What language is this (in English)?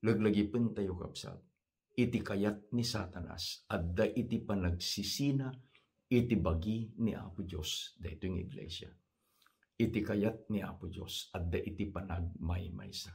Iloko